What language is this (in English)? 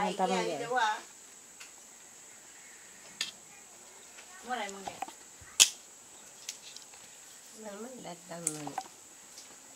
Malay